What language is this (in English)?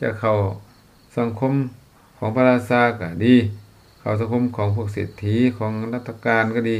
Lao